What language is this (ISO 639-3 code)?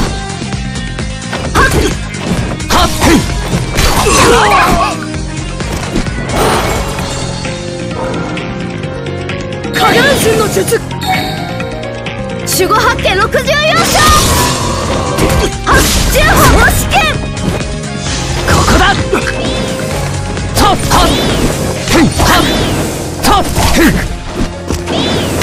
jpn